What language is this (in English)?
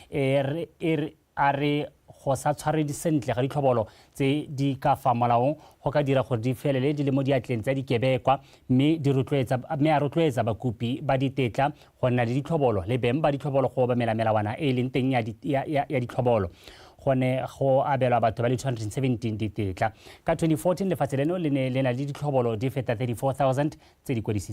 Tswana